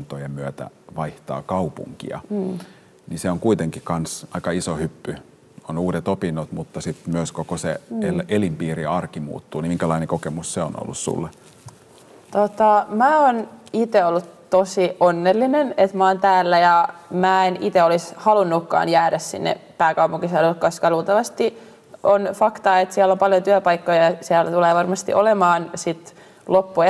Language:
Finnish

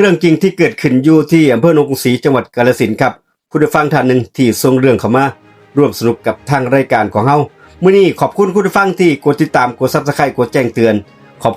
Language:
Northeastern Thai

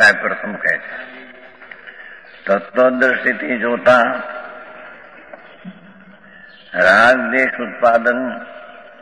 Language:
Gujarati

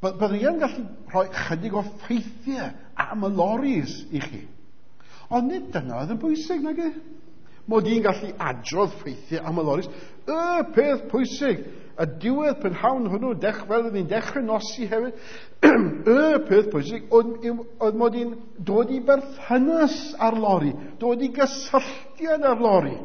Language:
Welsh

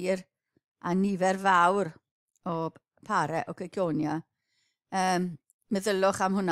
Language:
Welsh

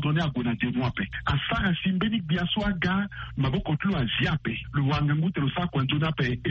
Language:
Sango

